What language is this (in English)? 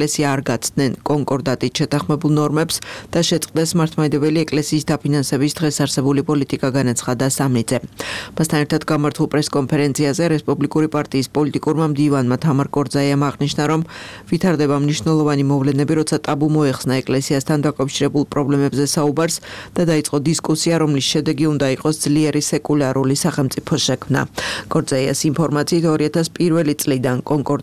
Georgian